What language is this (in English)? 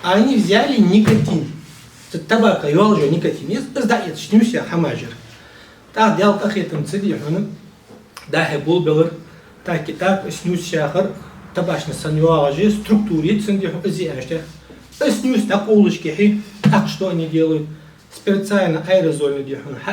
Ingush